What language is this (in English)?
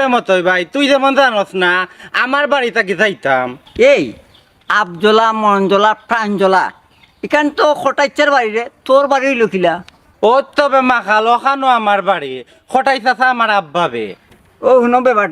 Sylheti